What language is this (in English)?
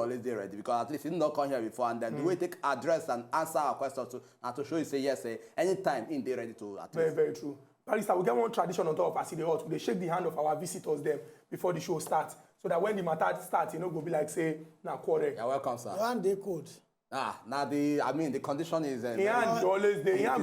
Nigerian Pidgin